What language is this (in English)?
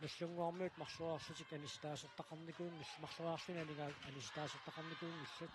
Kalaallisut